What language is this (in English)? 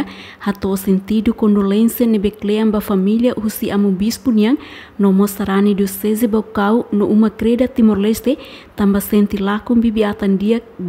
Tetum